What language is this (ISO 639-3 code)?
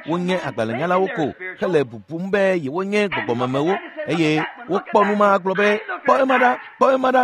ewe